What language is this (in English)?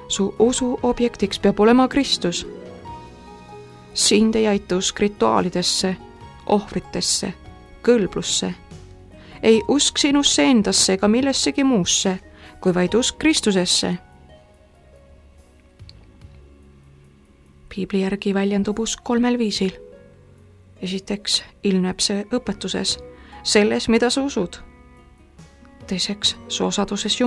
Estonian